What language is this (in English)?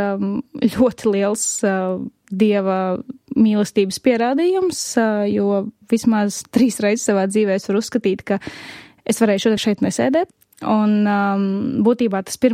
Latvian